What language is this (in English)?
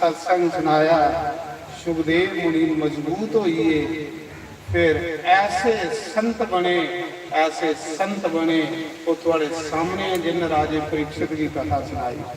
Dogri